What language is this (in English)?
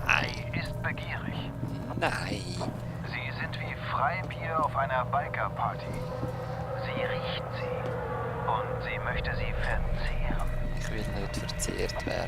Swiss German